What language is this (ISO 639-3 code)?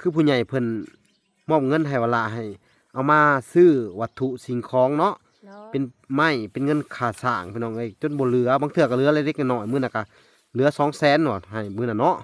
lao